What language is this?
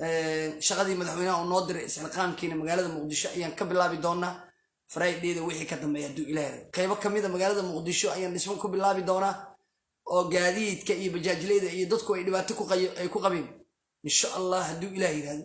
Somali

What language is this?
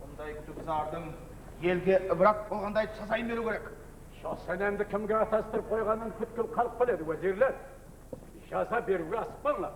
Kara-Kalpak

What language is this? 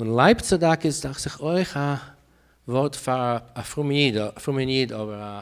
Yiddish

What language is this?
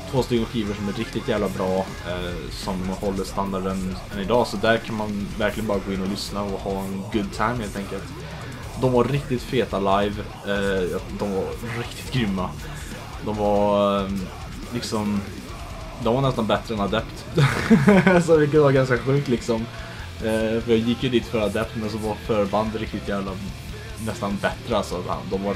Swedish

